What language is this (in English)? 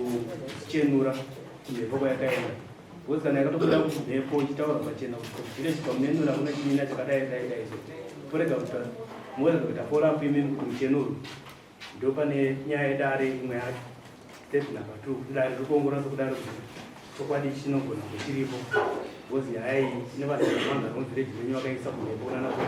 Shona